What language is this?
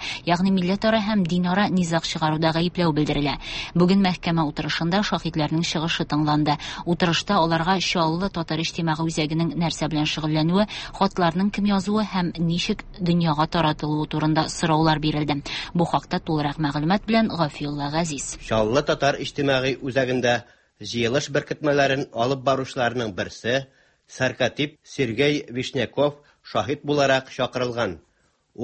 Tatar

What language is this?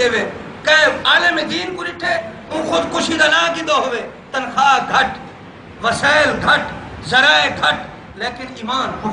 Saraiki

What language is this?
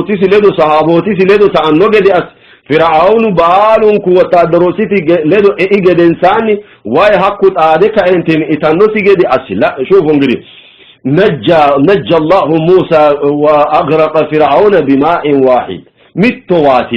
Sidamo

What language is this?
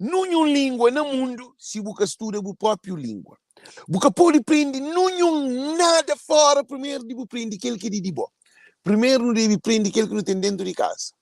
Kabuverdianu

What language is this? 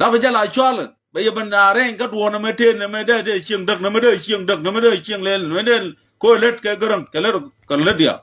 Nuer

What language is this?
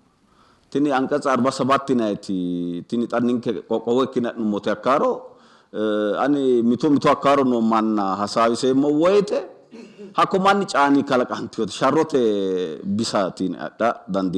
Sidamo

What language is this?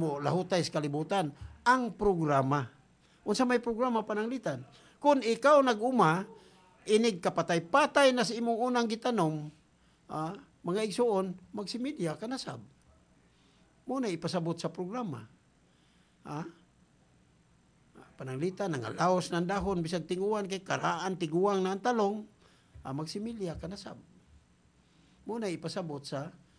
Cebuano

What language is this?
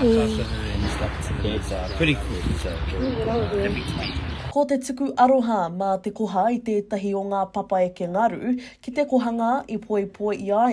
Māori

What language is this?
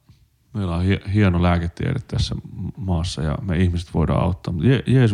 Finnish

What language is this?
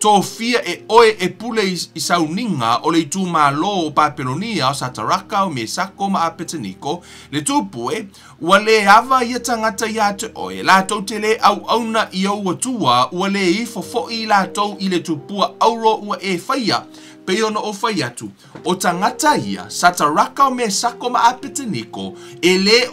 Samoan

